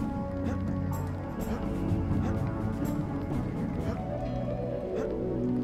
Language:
Polish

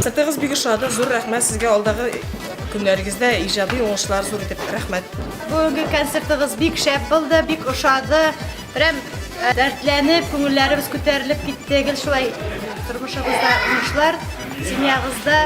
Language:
Tatar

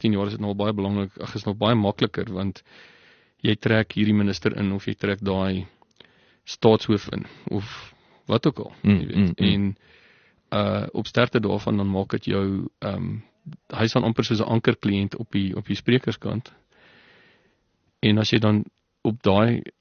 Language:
Afrikaans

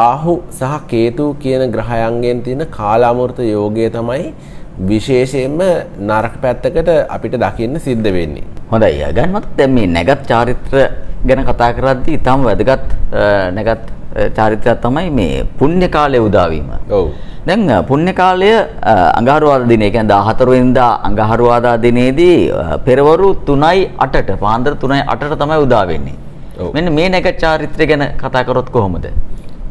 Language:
Sinhala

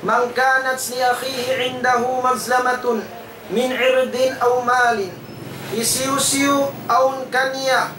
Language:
Tausug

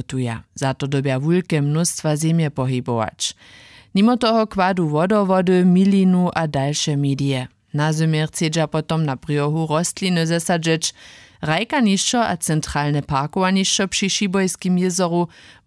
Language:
Upper Sorbian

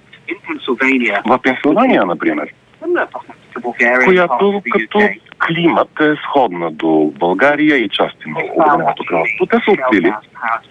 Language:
Bulgarian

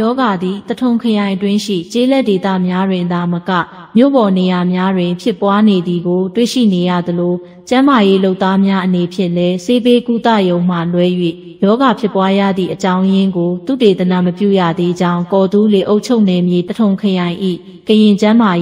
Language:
Burmese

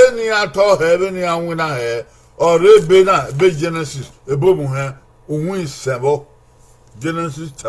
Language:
Bini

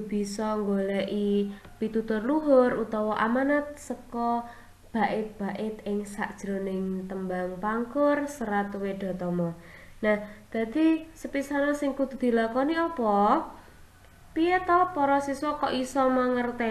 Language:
Javanese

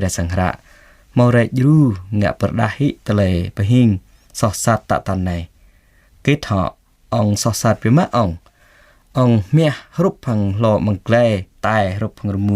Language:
Jarai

